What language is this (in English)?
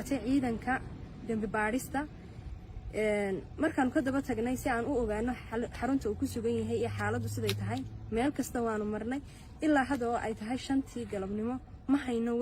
Somali